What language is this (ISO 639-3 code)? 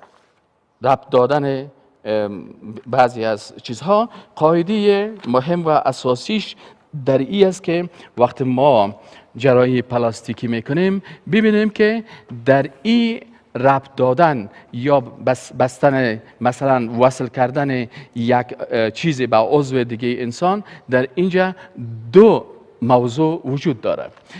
fas